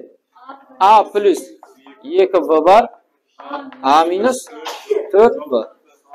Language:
Kara-Kalpak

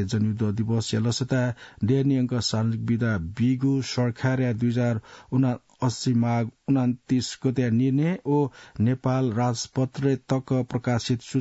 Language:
Newari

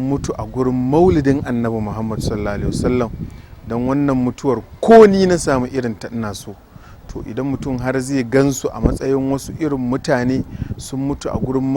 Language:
Hausa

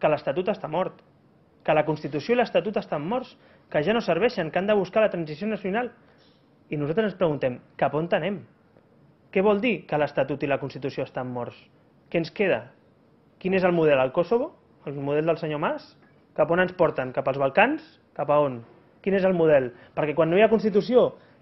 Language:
Catalan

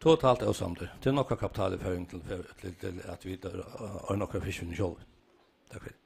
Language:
Faroese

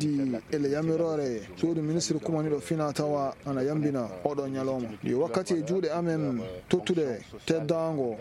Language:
Fula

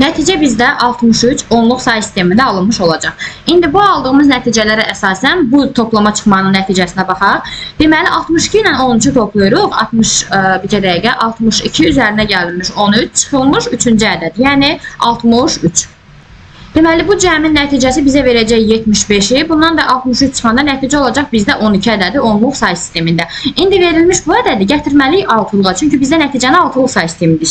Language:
Azerbaijani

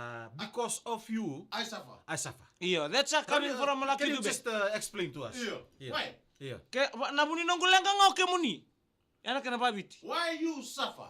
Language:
Fijian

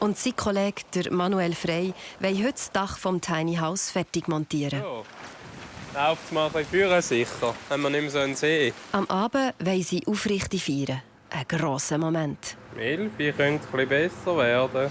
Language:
Swiss German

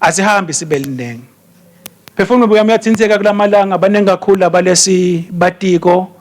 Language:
Swati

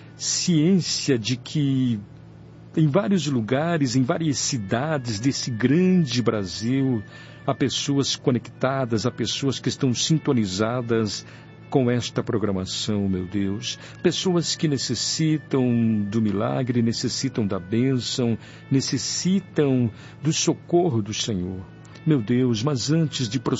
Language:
Portuguese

